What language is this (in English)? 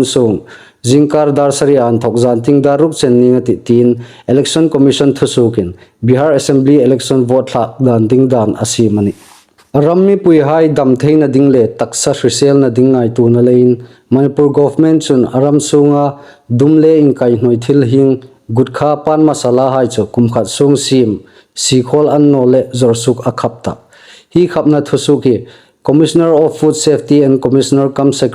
Hmar